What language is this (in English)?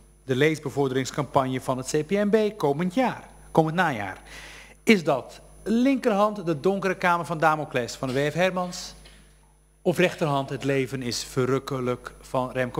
Dutch